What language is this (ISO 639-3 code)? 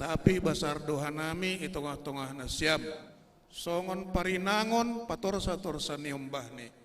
bts